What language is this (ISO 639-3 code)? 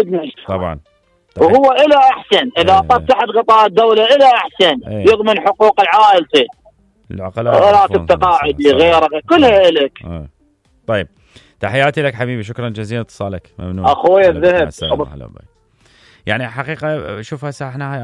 acm